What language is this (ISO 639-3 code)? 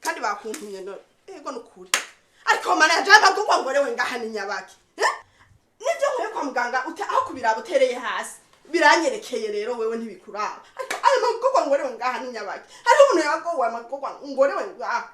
run